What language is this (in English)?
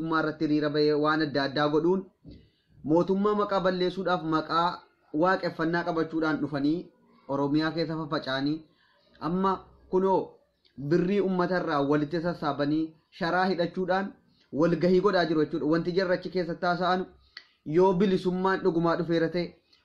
Oromo